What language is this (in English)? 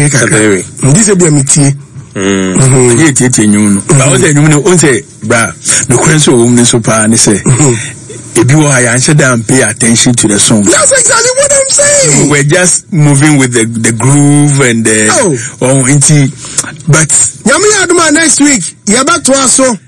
Akan